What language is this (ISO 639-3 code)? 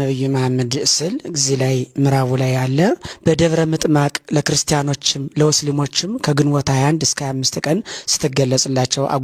amh